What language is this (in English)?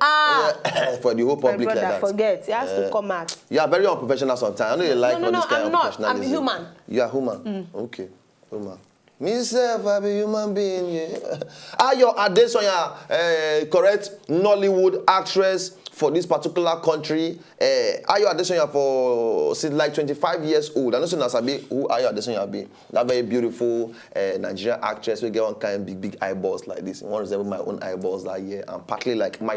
Nigerian Pidgin